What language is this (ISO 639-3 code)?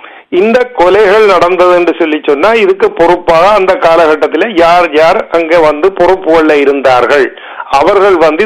tam